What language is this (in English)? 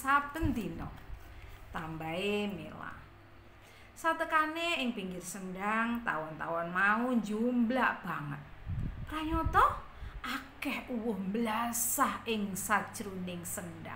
Javanese